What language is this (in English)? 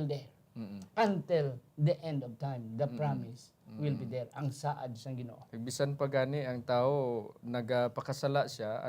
Hiligaynon